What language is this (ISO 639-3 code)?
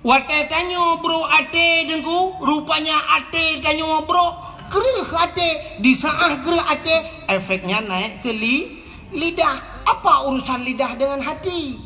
ace